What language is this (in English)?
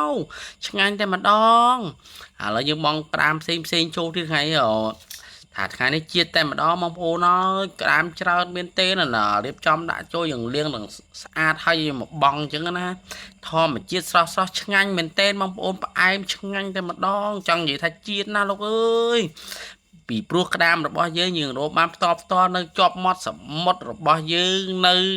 Khmer